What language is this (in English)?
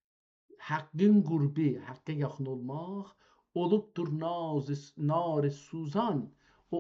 South Azerbaijani